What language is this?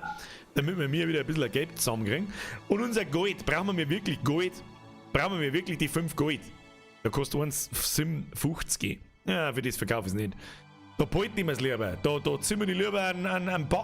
Bavarian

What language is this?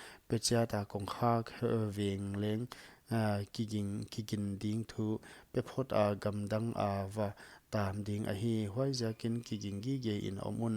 Paite Chin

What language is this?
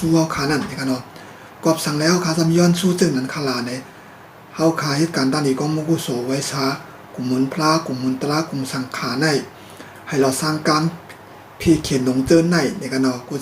Shan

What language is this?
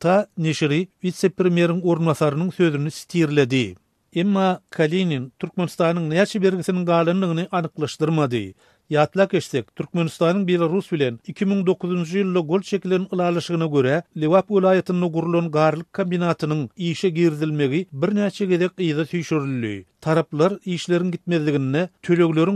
Turkmen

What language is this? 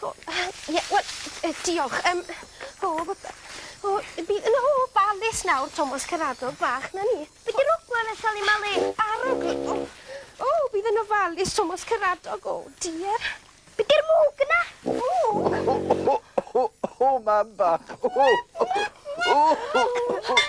Welsh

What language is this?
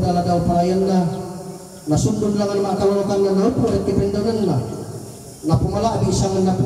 Toraja-Sa'dan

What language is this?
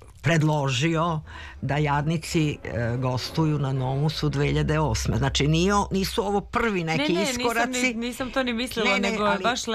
Serbian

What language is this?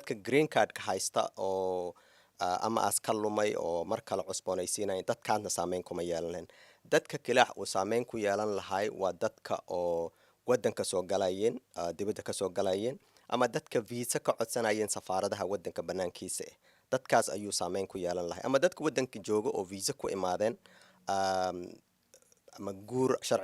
Somali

